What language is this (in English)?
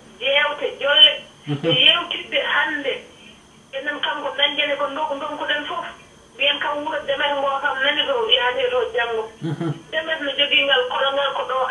Fula